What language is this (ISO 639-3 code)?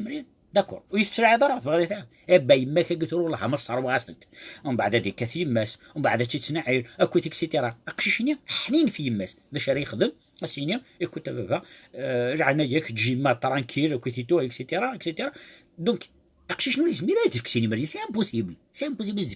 kab